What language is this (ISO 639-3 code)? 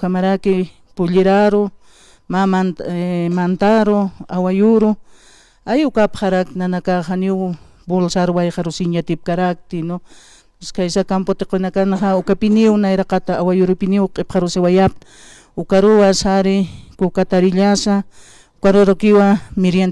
aym